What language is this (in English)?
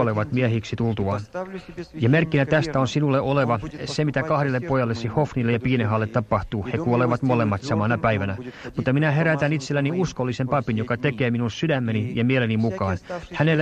Finnish